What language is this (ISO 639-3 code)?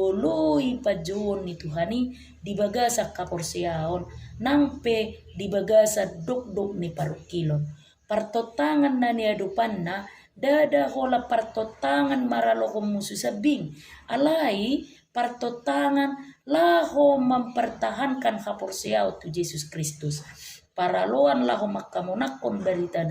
bbc